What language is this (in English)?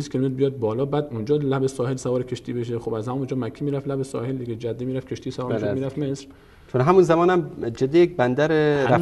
Persian